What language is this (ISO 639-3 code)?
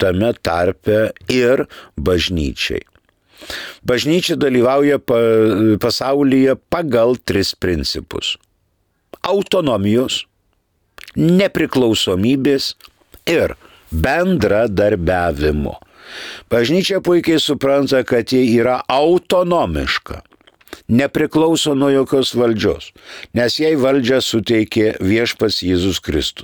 lit